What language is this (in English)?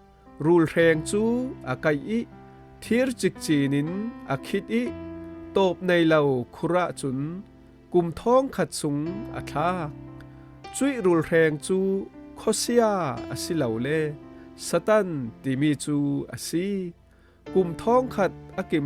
Falam Chin